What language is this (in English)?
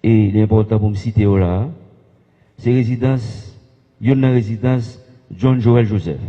Haitian Creole